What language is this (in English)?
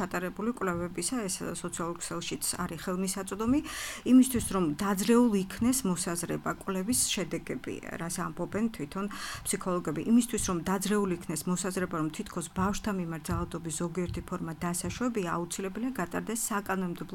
Georgian